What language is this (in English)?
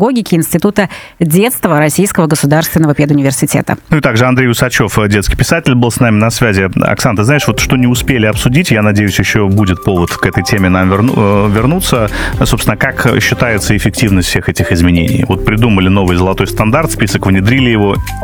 Russian